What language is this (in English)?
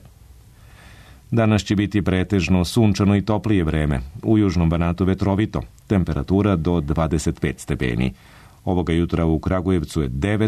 Serbian